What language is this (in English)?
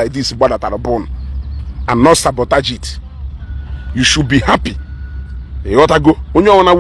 Igbo